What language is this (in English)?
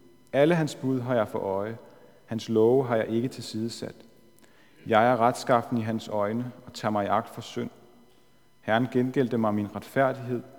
Danish